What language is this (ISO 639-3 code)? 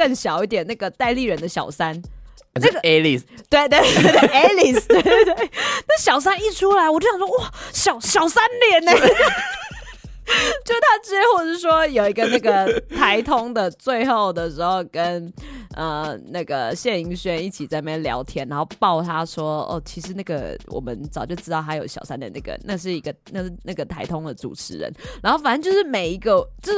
zho